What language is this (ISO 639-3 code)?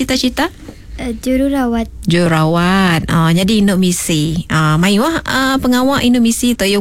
iba